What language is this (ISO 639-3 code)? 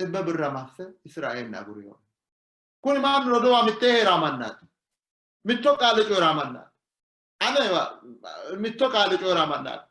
sid